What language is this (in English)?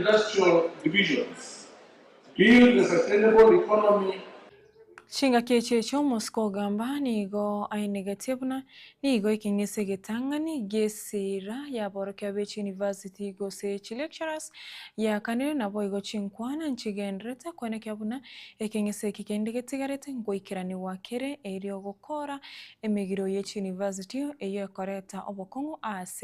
Gusii